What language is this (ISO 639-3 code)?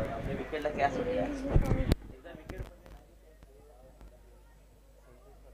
mar